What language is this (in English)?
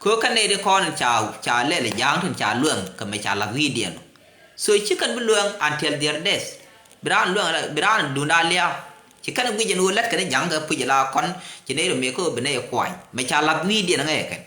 Nuer